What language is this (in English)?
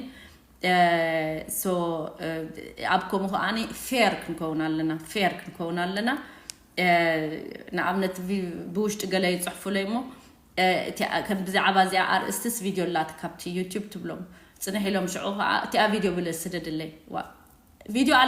Tigrinya